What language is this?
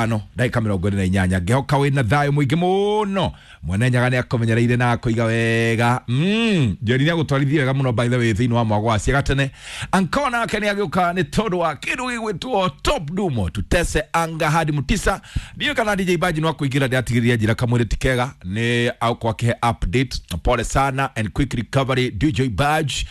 Kikuyu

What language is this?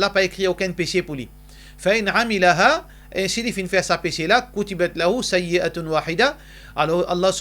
Morisyen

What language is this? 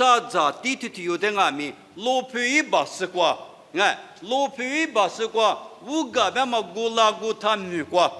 Lisu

